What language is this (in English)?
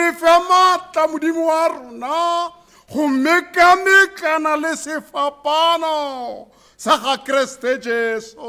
Tswana